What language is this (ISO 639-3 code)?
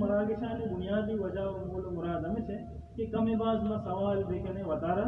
bal